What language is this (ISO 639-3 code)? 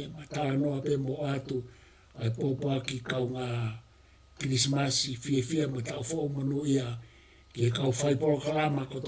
ton